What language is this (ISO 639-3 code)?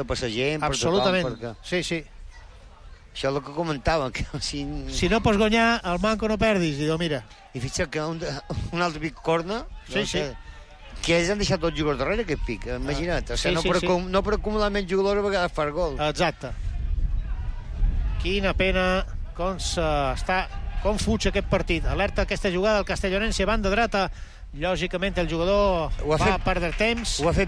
cat